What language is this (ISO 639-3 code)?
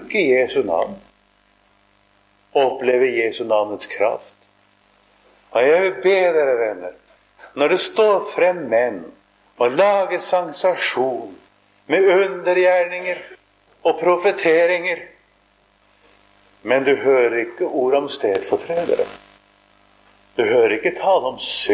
nor